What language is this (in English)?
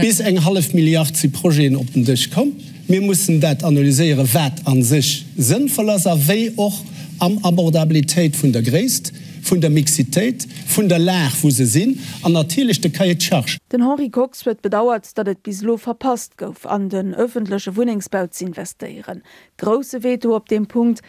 Luxembourgish